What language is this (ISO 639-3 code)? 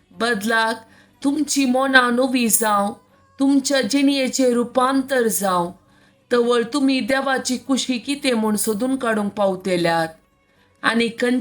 kok